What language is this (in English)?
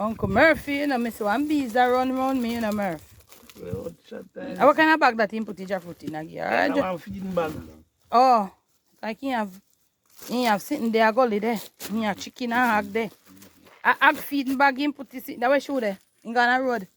Jamaican Creole English